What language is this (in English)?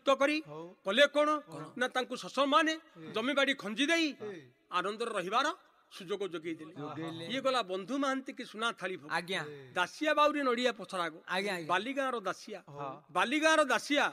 Odia